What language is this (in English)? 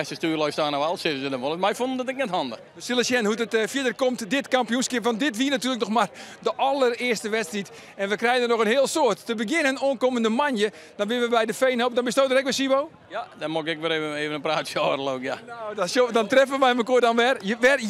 Western Frisian